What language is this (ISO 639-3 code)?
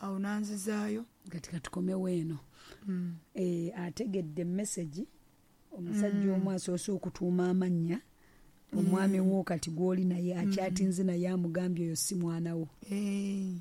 lug